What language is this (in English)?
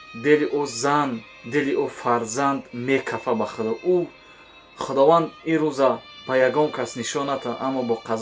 Tajik